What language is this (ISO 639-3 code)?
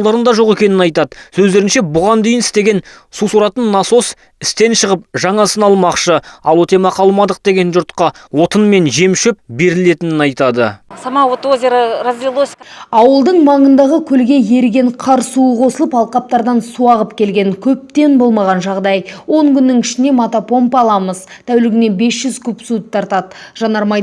kaz